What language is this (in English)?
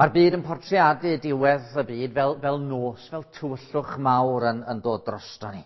Welsh